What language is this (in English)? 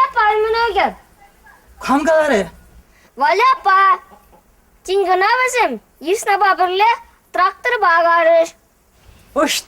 Chuvash